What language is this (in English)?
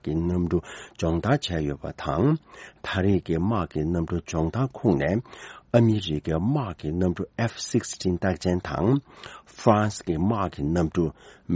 Tibetan